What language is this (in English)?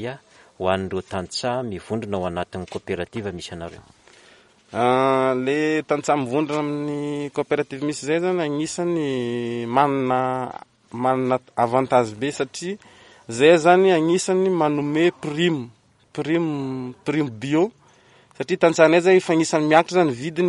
Malagasy